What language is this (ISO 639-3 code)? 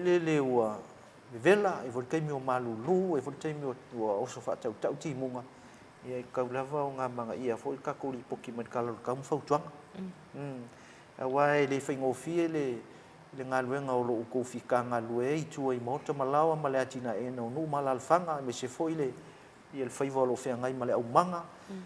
smo